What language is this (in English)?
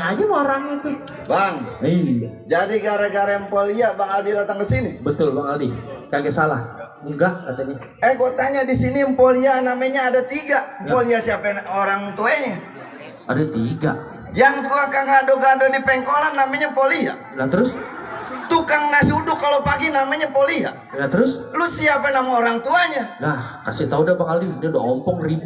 Betawi